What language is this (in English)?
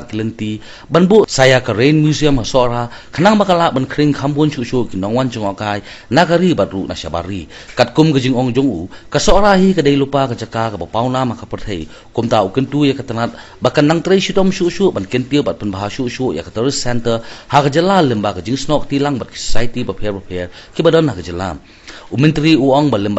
Khasi